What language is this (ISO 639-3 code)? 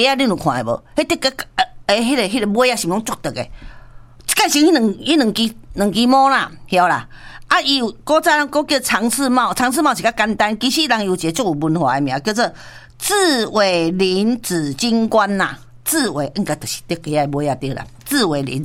nan